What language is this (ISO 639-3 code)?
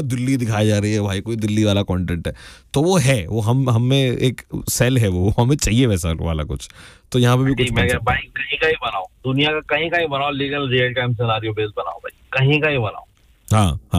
hin